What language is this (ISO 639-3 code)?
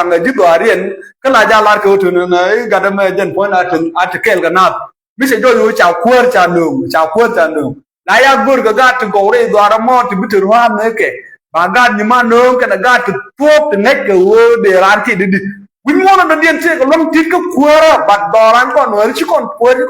nus